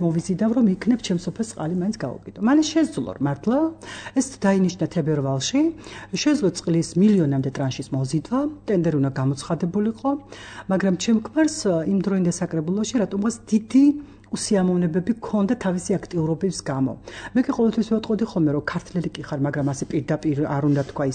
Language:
Georgian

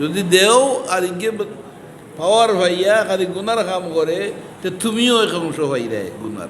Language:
Sylheti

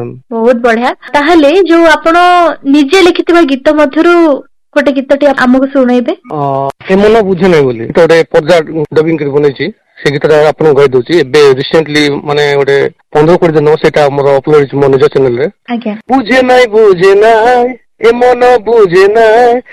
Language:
Odia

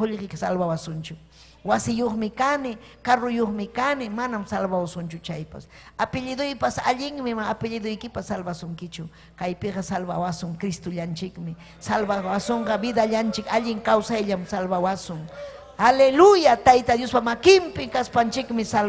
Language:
Ayacucho Quechua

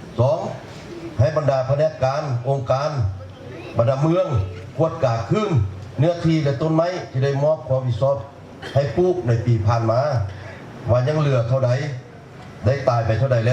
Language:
Lao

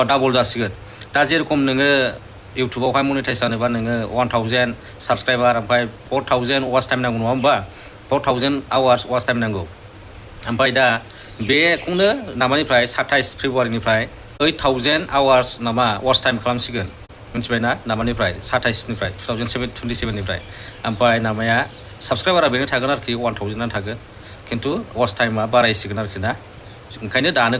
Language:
Bodo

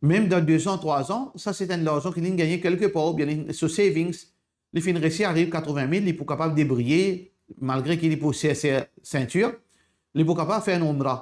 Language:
Morisyen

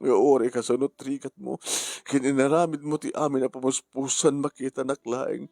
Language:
Iloko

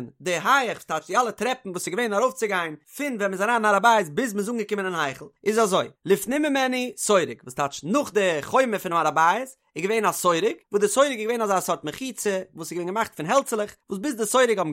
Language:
Yiddish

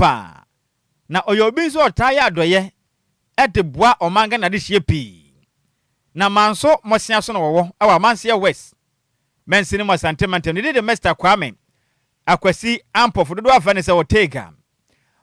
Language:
Akan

